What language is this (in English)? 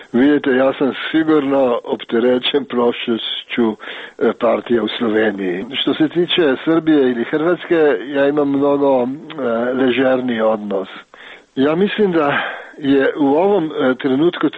Serbian